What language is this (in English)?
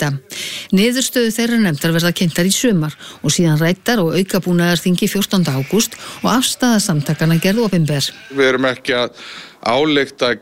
Icelandic